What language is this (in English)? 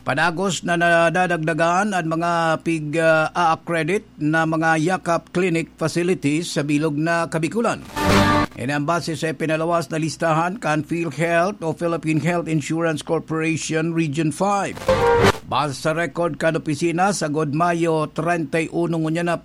Bikol